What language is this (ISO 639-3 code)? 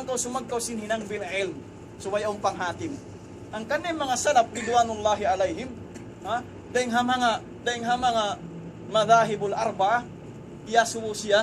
tsg